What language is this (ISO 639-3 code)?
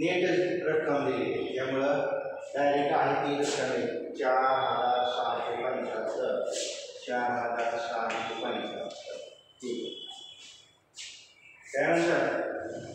mar